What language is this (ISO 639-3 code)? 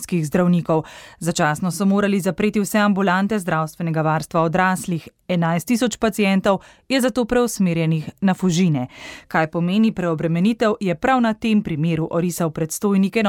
slv